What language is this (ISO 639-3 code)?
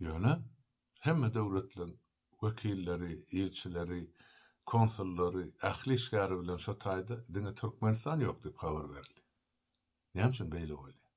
tuk